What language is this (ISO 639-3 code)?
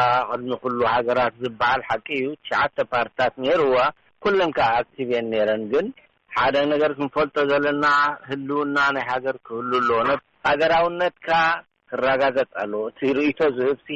tir